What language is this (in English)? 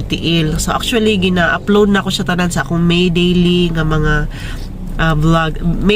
Cebuano